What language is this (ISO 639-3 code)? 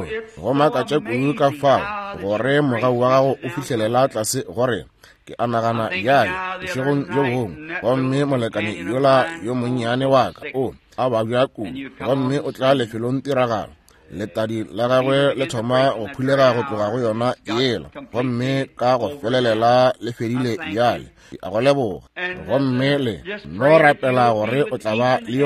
nso